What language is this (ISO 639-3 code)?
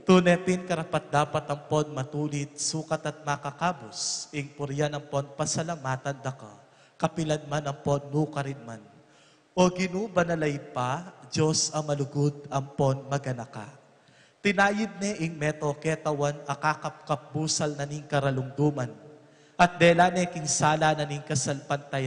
pam